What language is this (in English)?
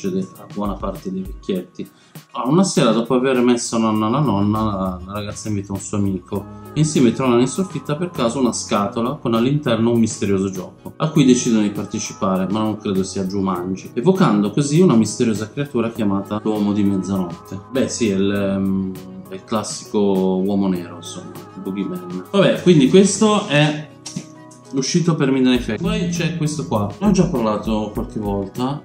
Italian